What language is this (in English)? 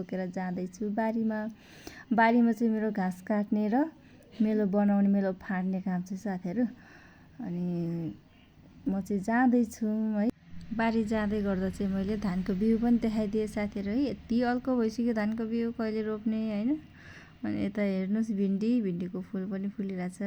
Nepali